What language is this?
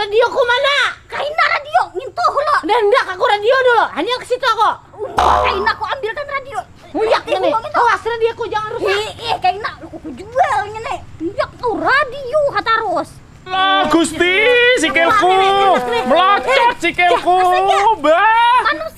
Banjar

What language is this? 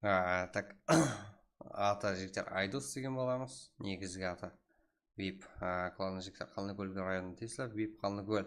Kara-Kalpak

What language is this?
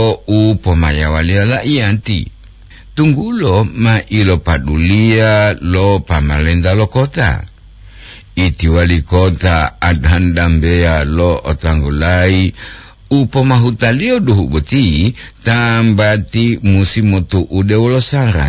Gorontalo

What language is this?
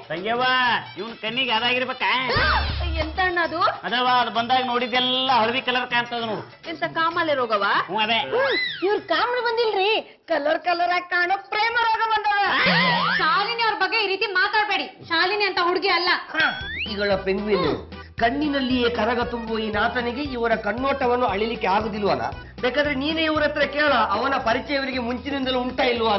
Kannada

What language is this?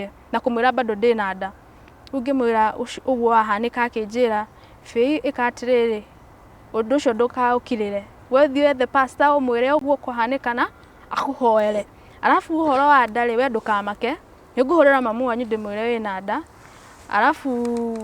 Kikuyu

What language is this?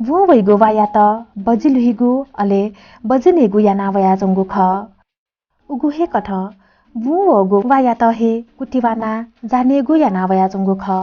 Newari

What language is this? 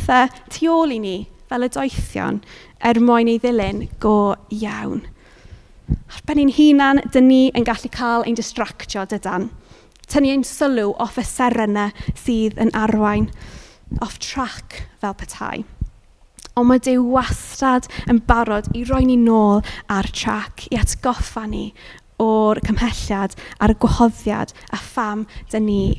Welsh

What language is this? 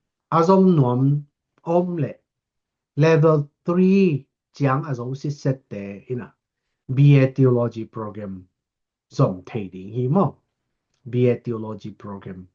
Tedim Chin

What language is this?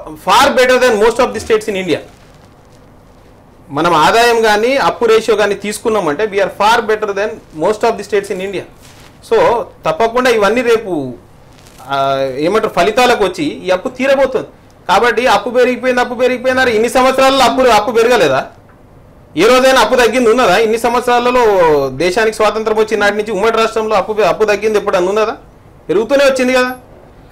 Telugu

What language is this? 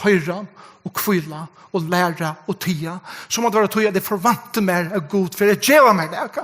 Faroese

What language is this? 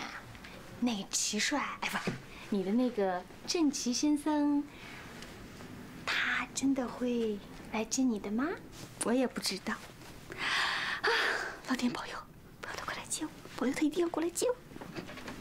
Chinese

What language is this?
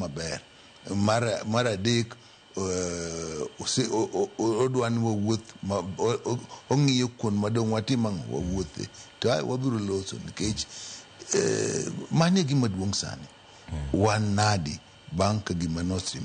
Luo (Kenya and Tanzania)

